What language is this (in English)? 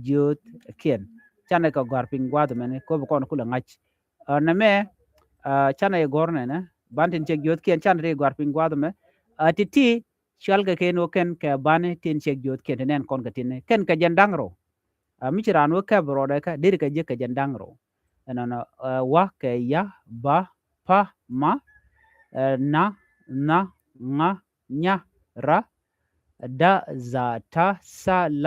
Nuer